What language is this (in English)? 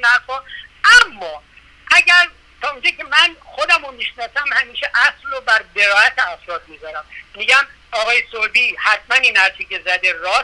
Persian